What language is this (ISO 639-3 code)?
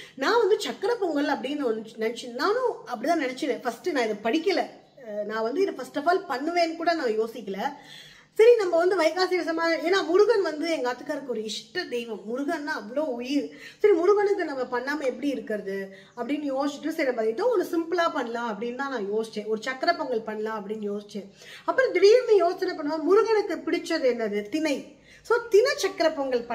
tam